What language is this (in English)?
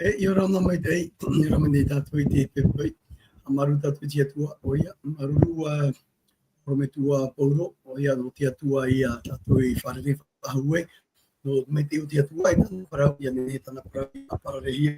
Tahitian